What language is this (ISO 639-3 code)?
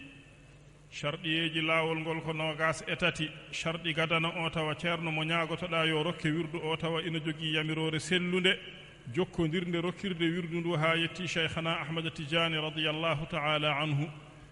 ful